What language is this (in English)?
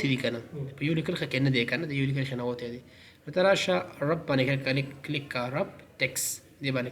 Pashto